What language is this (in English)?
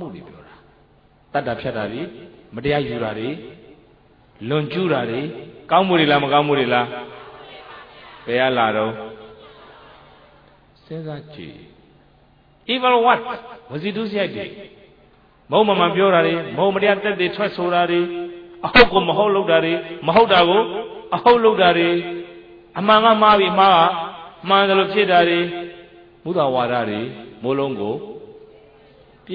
Burmese